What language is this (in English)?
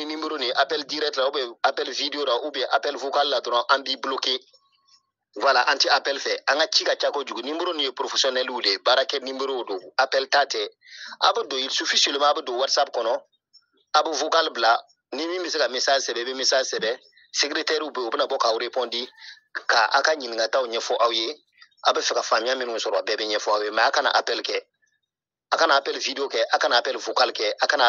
Bambara